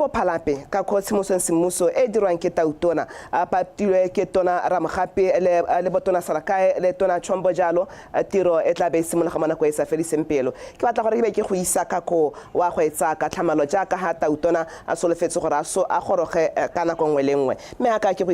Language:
Tswana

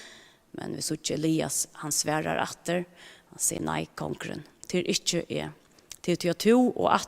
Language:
Faroese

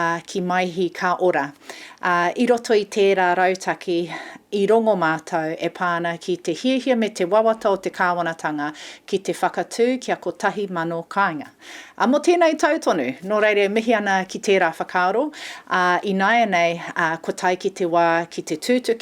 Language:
Māori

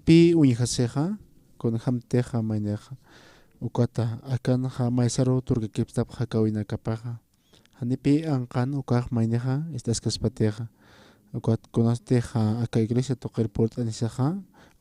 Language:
Aymara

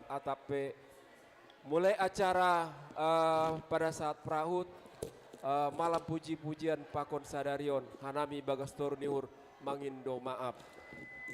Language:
Batak Simalungun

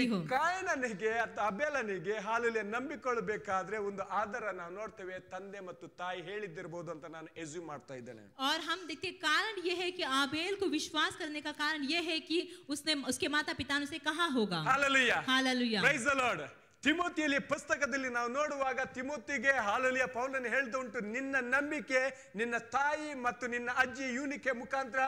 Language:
Kannada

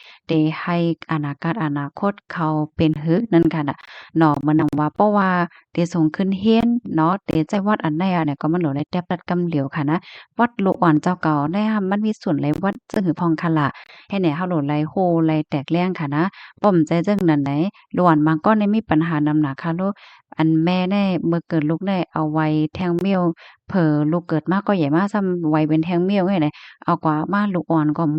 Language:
Shan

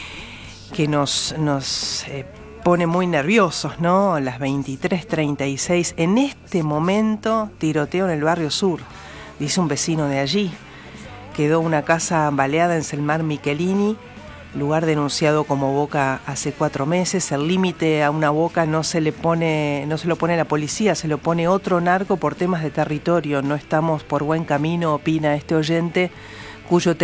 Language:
Spanish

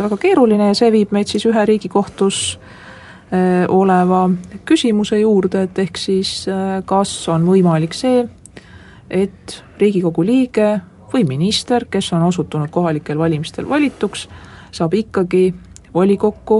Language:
Estonian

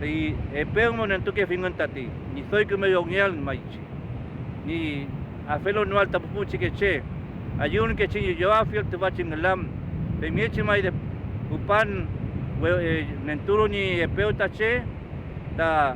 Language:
Mapuche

